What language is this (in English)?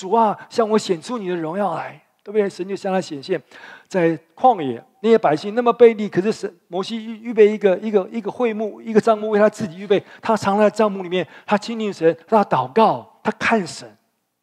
Chinese